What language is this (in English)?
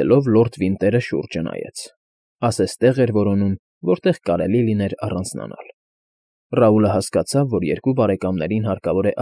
Armenian